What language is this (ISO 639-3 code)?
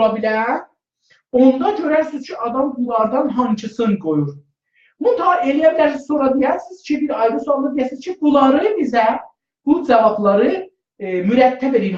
azb